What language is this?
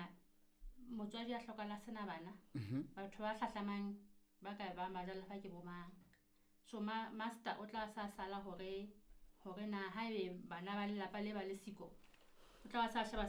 Southern Sotho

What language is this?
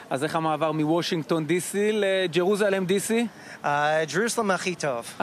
Hebrew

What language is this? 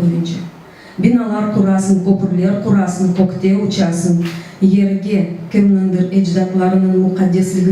Crimean Tatar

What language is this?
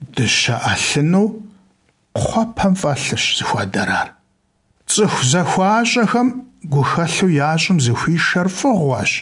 Kabardian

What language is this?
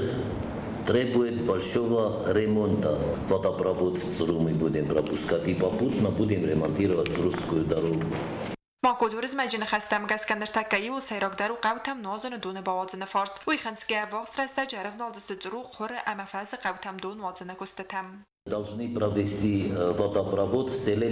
Ossetic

